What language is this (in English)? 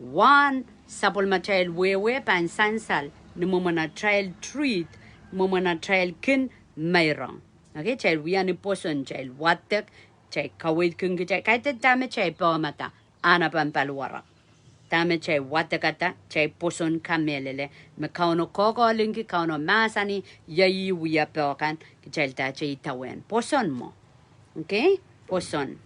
Pohnpeian